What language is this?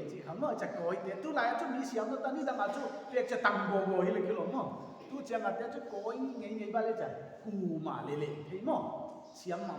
Paite Chin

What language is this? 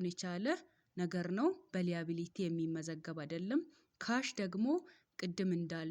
Amharic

